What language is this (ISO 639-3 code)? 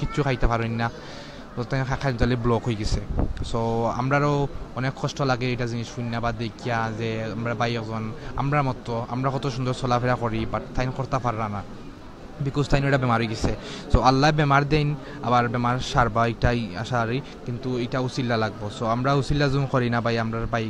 syl